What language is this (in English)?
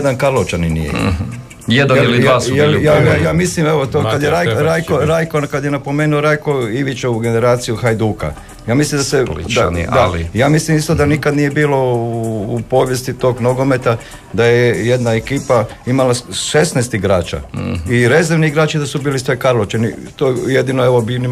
Croatian